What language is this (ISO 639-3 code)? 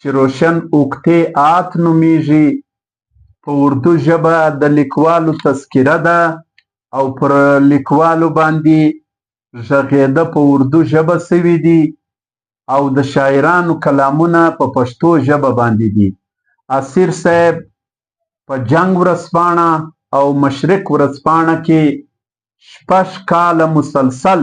pus